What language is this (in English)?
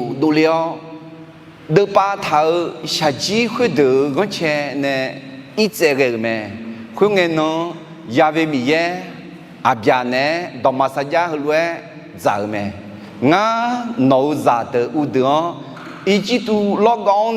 Akha